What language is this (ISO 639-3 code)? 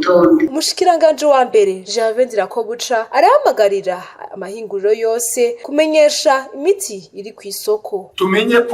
run